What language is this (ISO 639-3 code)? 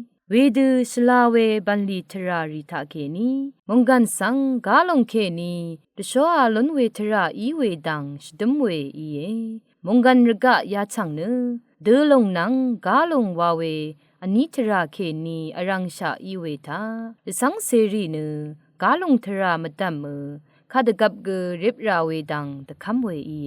raw